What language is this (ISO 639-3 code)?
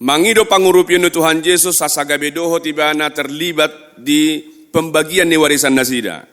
bbc